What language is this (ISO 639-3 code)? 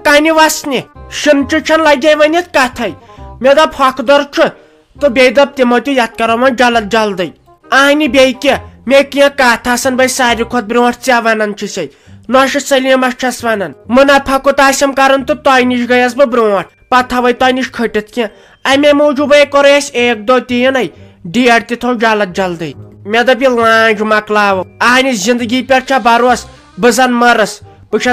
kas